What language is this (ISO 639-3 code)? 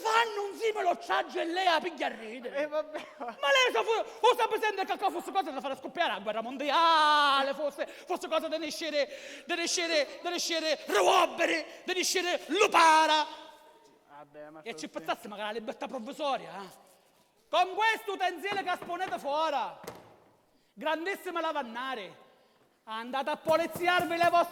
scn